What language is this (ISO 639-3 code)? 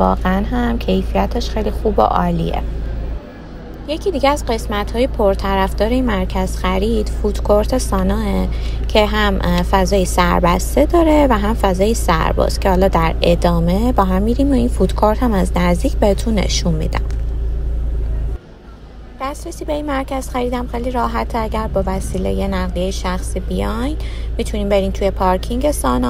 fas